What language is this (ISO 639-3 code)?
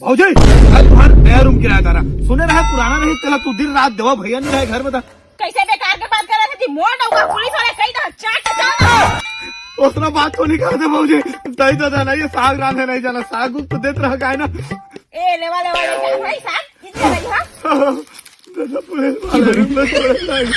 hne